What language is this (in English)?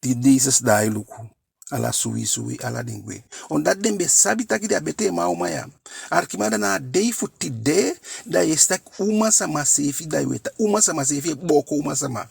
Eastern Maroon Creole